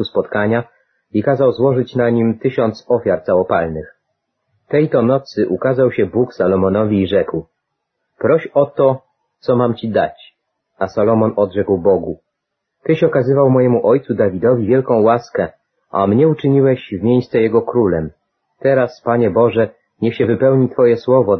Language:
Polish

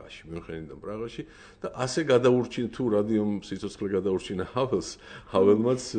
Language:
Georgian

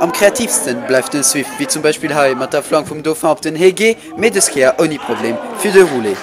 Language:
Luxembourgish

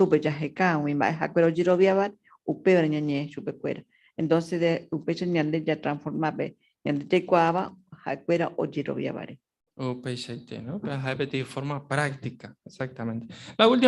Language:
Guarani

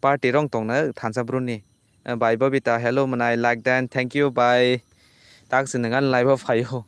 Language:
Kok Borok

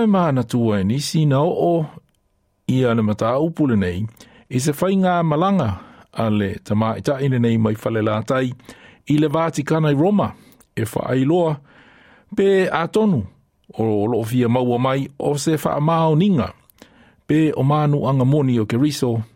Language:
Samoan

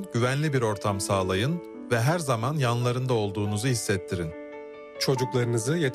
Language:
Turkish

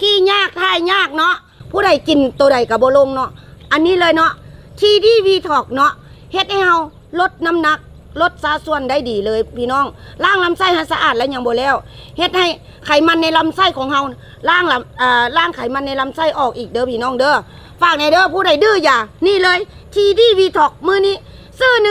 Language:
Lao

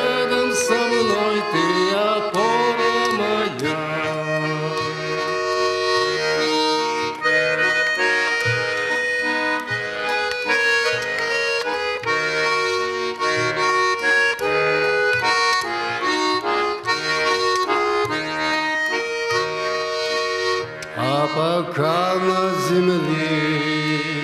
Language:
Russian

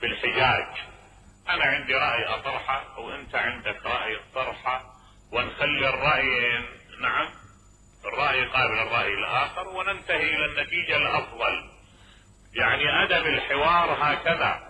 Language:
Mesopotamian Arabic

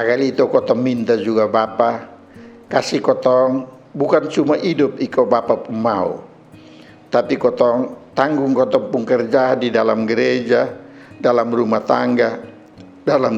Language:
Kupang Malay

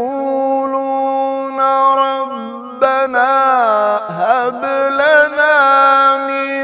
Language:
Arabic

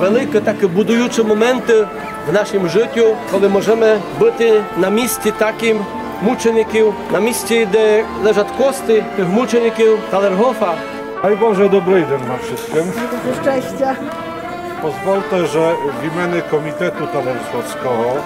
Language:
Rusyn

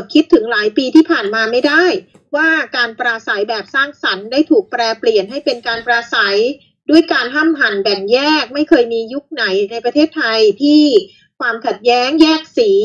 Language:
Thai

